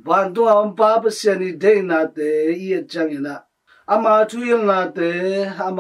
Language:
Tedim Chin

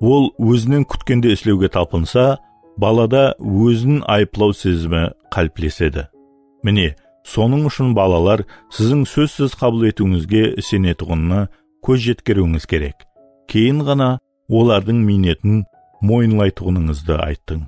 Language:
Kara-Kalpak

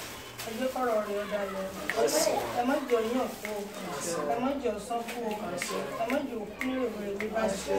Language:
Yoruba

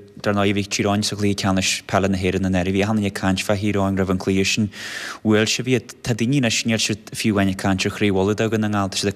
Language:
Irish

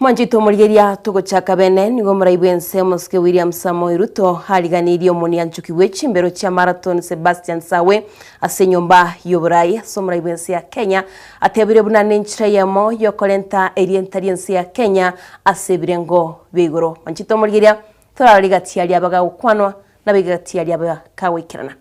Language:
Gusii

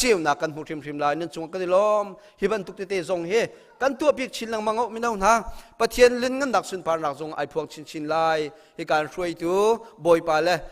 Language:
Hakha Chin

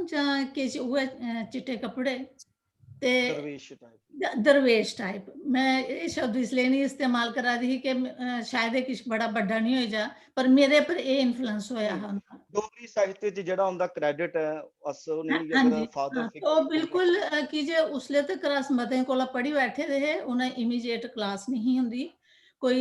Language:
Dogri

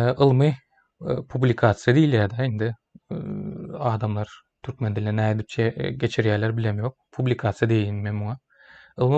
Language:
Turkmen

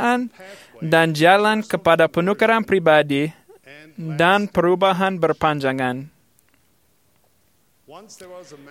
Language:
Malay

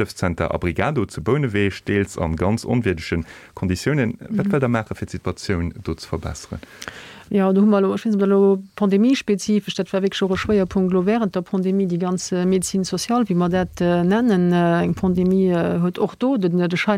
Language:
Luxembourgish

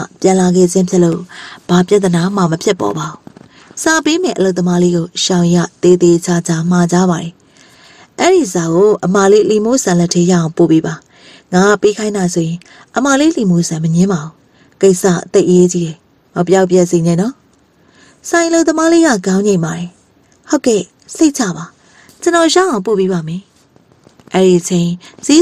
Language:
Burmese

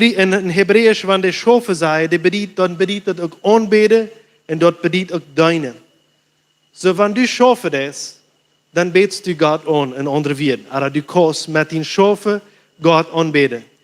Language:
Plautdietsch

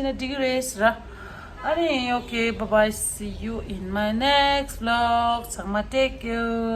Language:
Tibetan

